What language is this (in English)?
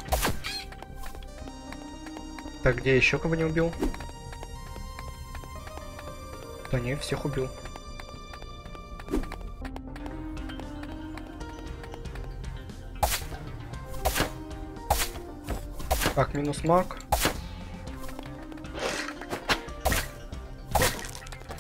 Russian